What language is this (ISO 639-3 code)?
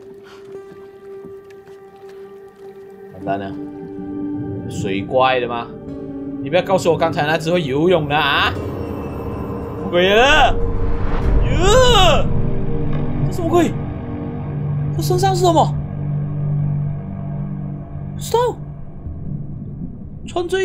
zho